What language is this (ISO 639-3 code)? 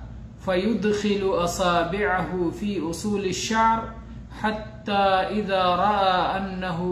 urd